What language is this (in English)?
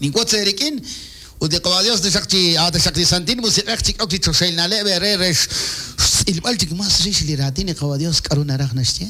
Kekchí